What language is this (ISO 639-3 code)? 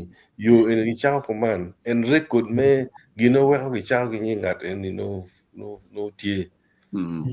ach